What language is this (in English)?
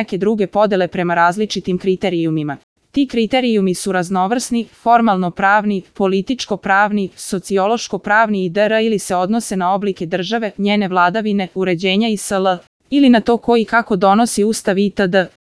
Serbian